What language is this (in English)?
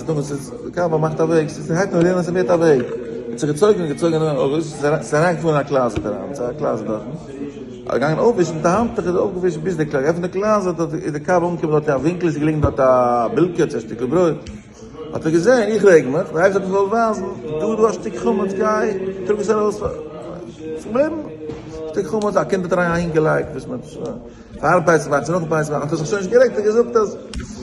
Yiddish